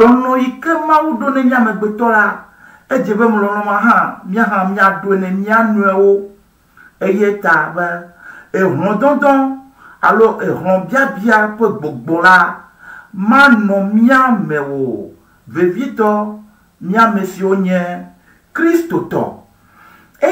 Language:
Ewe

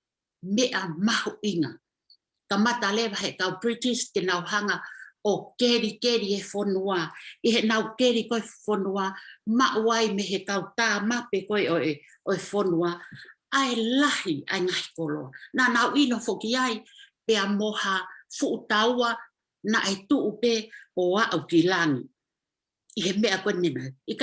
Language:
Tongan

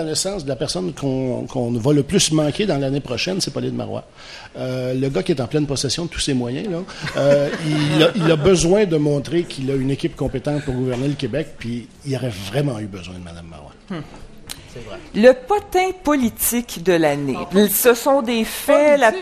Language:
French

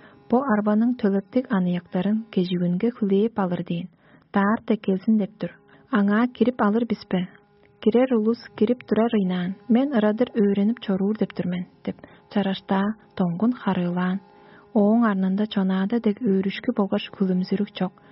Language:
Tuvinian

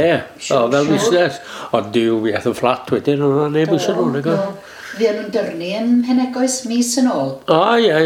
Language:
Welsh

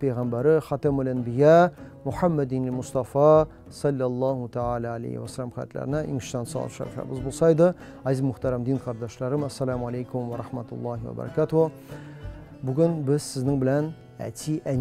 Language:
Tatar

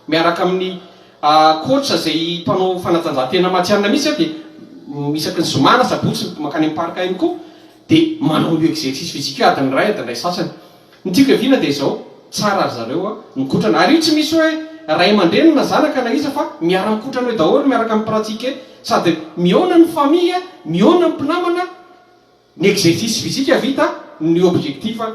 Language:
Malagasy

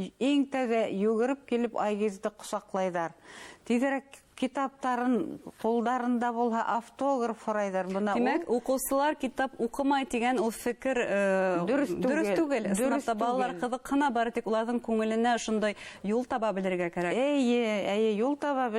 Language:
Bashkir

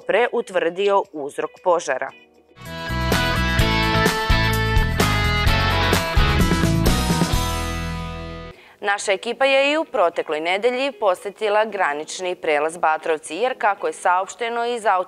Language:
Serbian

